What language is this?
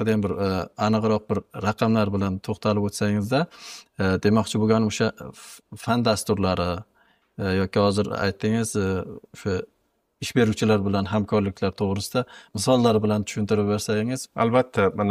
Uzbek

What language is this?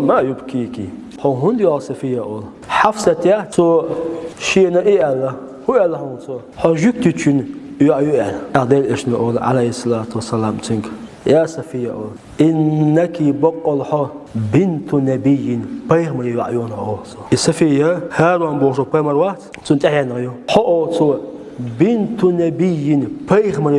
Chechen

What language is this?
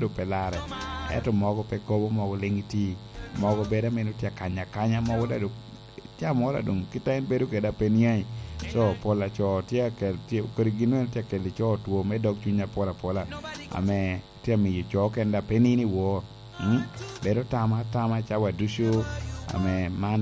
Lango (Uganda)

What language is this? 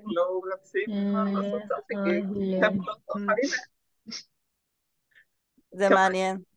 Hebrew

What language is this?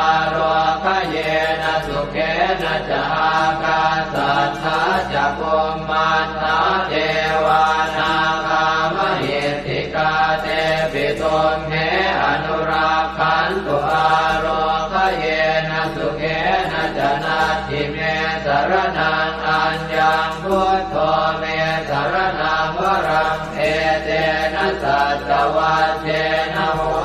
Pali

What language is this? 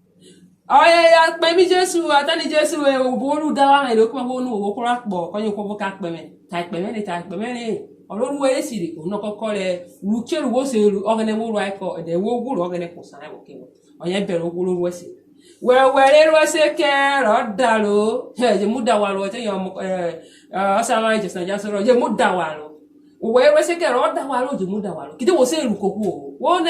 Urhobo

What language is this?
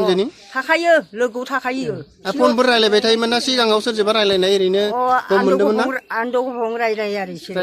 Bodo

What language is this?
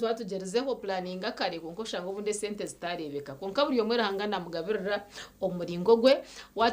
Nyankole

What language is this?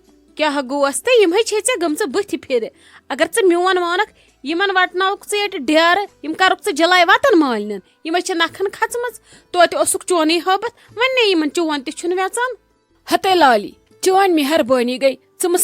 Kashmiri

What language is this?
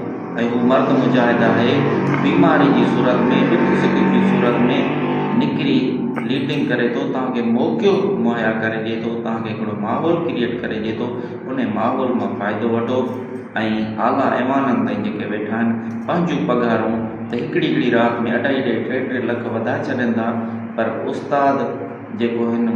Sindhi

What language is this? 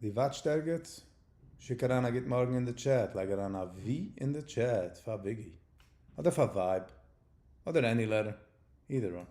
Yiddish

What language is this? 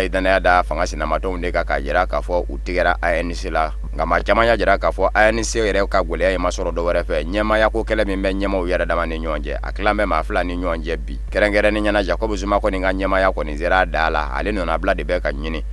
Bambara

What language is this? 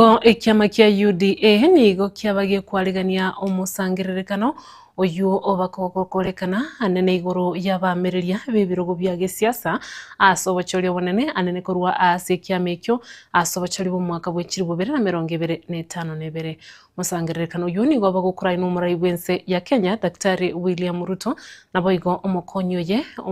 Gusii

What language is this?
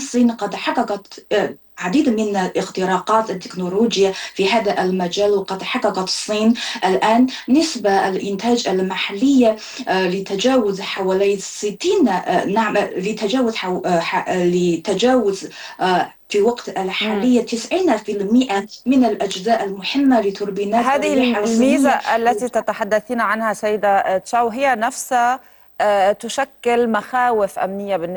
Arabic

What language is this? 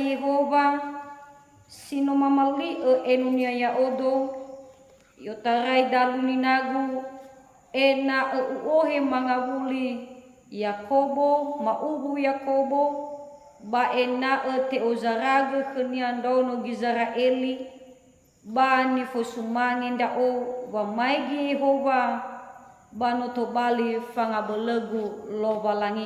Nias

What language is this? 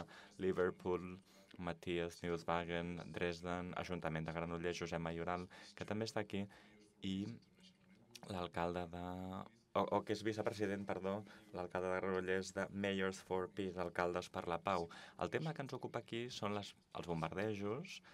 Catalan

